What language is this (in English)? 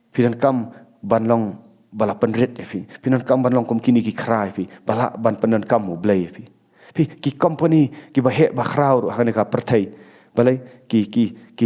Khasi